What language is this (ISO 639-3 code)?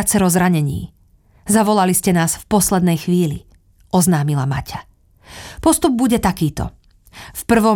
slk